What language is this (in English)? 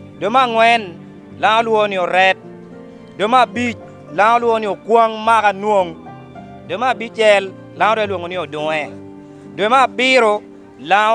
Lango (Uganda)